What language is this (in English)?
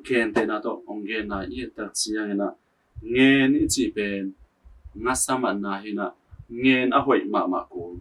Tedim Chin